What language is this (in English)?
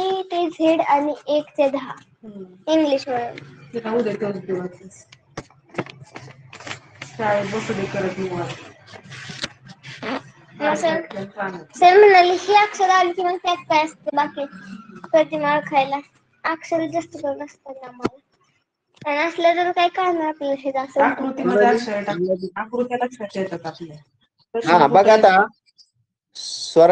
Marathi